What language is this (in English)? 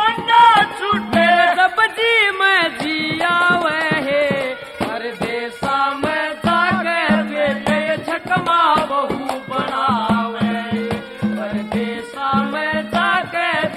Hindi